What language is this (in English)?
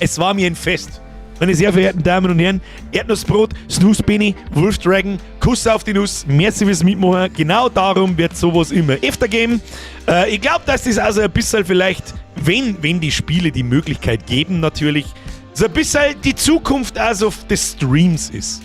Bavarian